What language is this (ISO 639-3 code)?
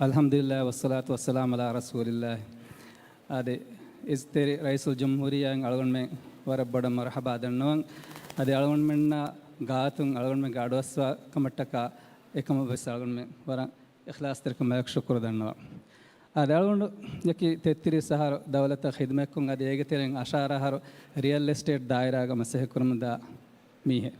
div